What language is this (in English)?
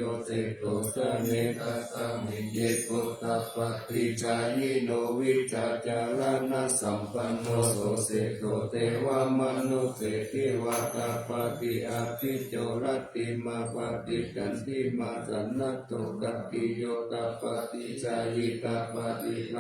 Pali